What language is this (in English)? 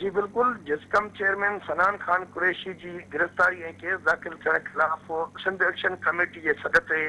Sindhi